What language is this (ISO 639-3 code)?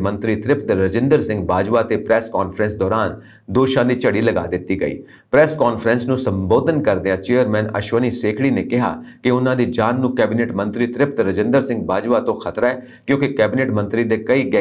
pan